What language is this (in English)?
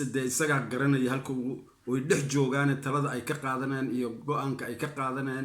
Somali